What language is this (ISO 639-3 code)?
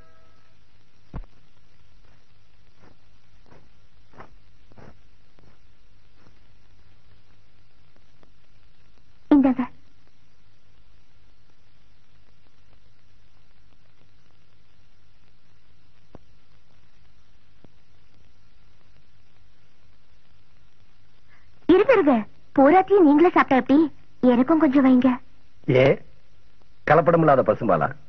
tam